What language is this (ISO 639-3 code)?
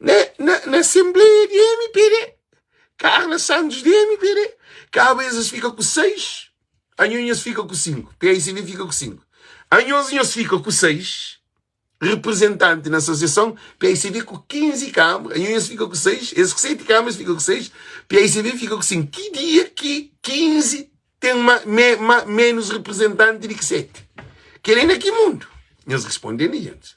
kea